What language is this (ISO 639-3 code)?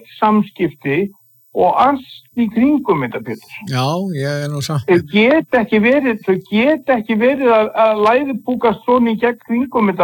isl